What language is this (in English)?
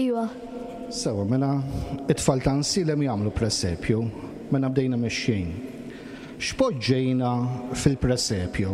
Maltese